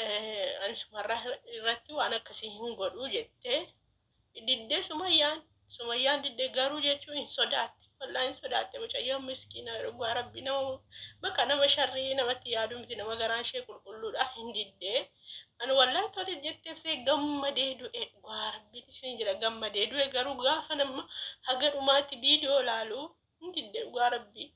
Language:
Oromo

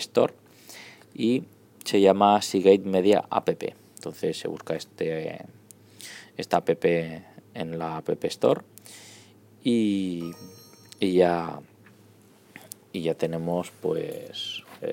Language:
Spanish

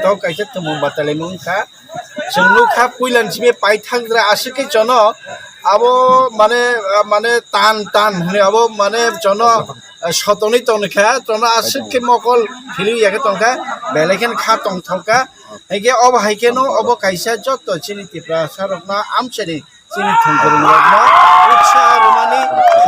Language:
Kok Borok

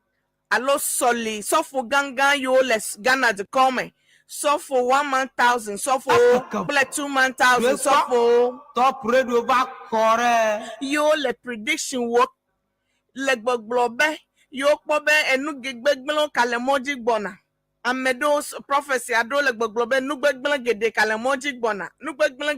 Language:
Ewe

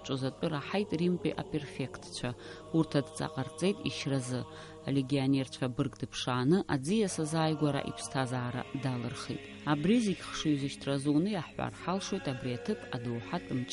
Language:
Abkhazian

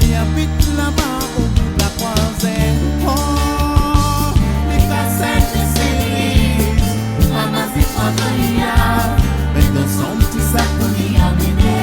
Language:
Réunion Creole French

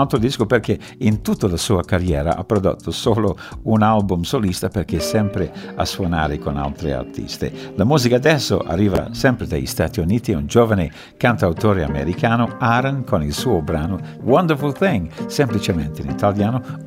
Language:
Italian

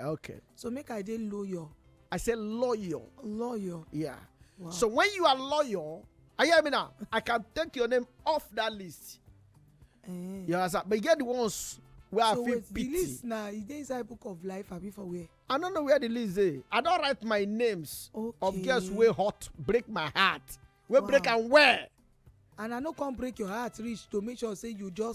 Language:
Nigerian Pidgin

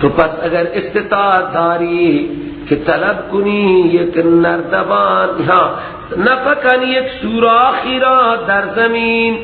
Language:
Persian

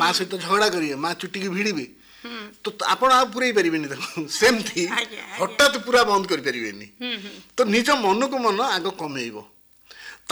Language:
Odia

